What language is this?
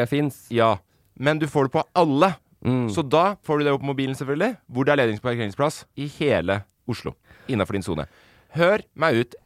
Norwegian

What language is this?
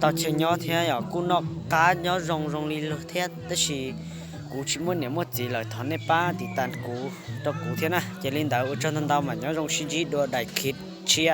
Hmong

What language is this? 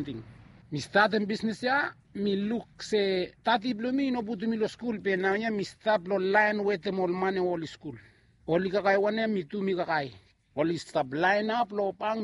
Bislama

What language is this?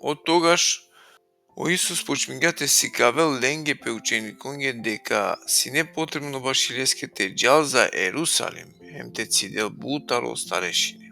Balkan Romani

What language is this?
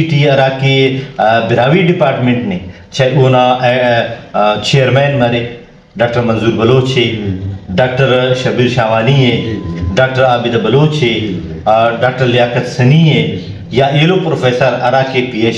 Brahui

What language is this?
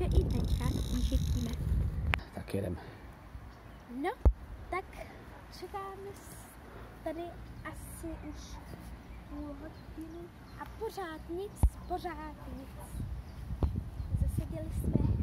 Czech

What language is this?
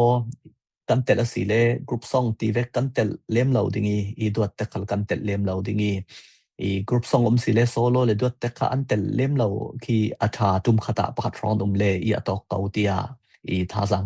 Falam Chin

